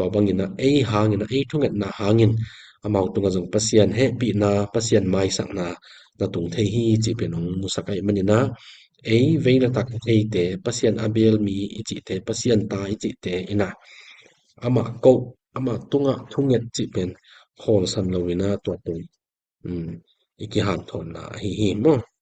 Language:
Tedim Chin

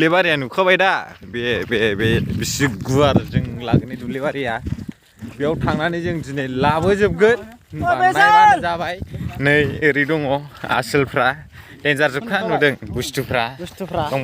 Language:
Bodo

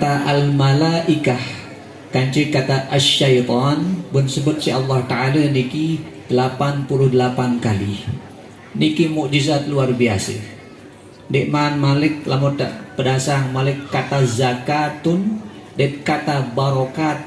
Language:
Sasak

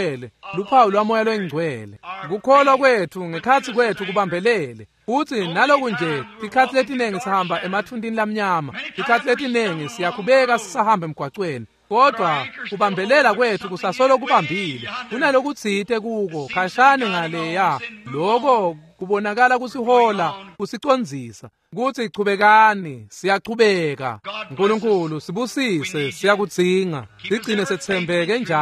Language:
Swati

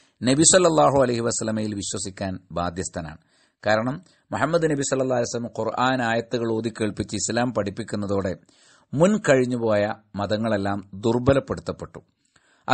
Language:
Malayalam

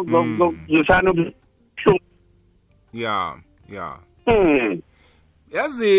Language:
South Ndebele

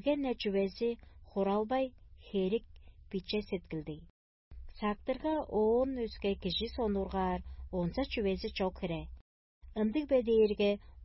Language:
Tuvinian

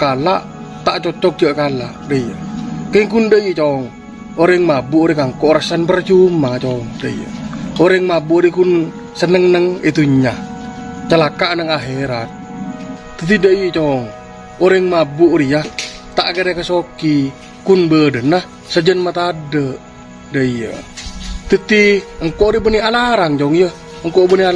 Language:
Madurese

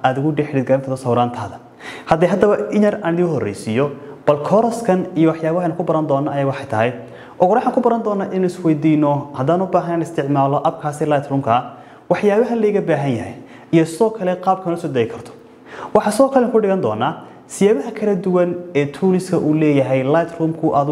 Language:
Somali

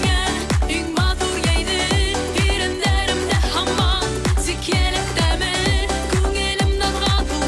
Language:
Bashkir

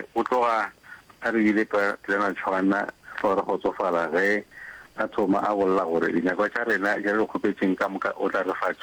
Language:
Northern Sotho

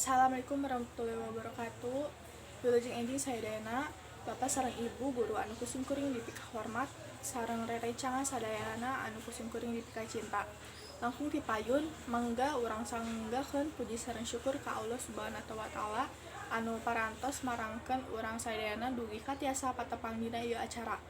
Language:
Sundanese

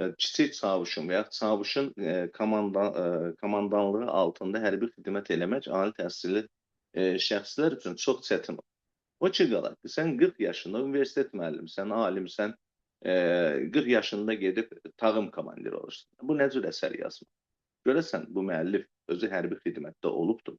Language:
Azerbaijani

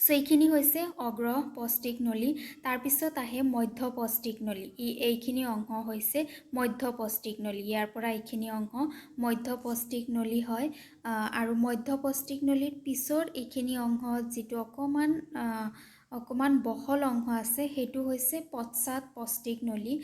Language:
Assamese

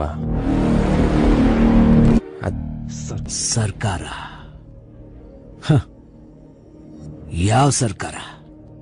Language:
Kannada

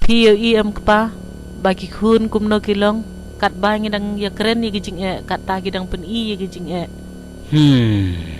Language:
Khasi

